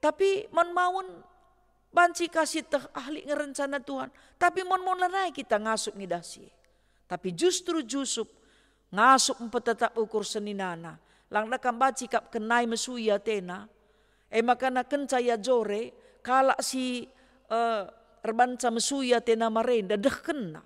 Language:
Batak Karo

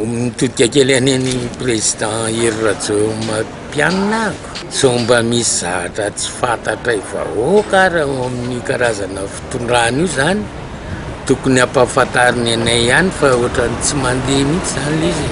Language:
Malagasy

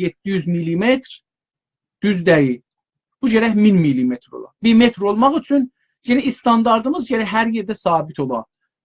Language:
South Azerbaijani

